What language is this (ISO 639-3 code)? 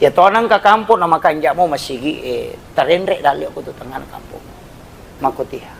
bug